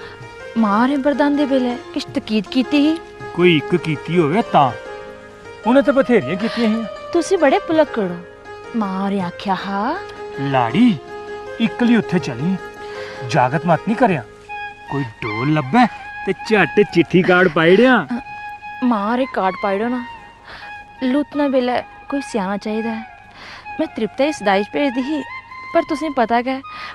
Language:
Dogri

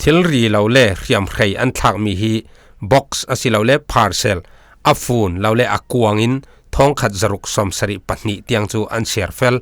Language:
Falam Chin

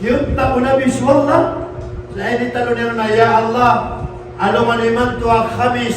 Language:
Maranao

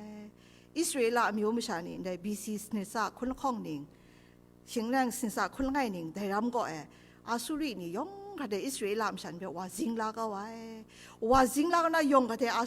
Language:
Kachin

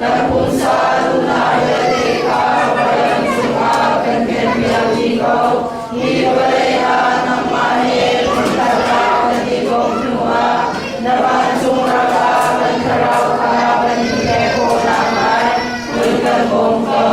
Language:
Hakha Chin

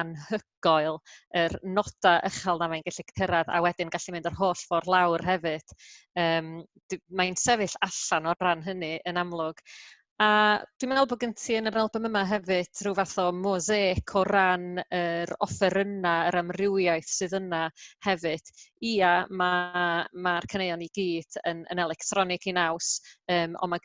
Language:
Welsh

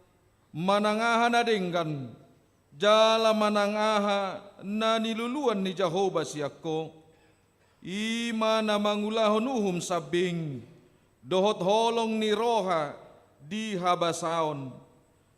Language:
Batak Toba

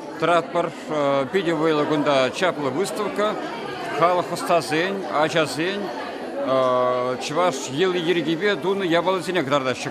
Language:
Chuvash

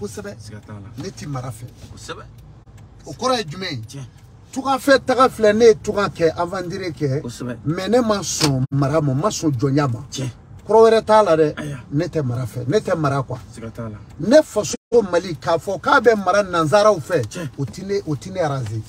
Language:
Bambara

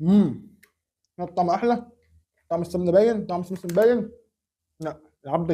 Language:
Egyptian Arabic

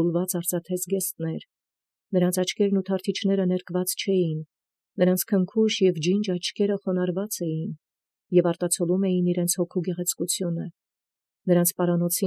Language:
Armenian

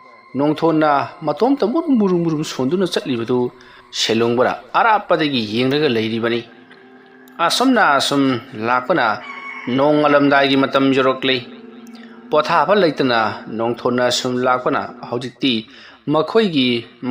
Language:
Manipuri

